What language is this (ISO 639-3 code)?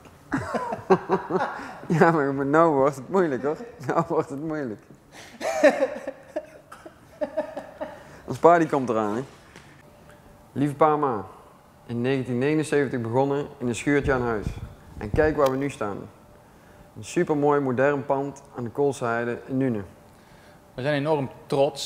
nld